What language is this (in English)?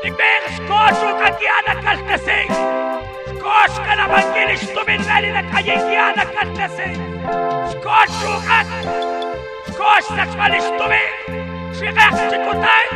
Kekchí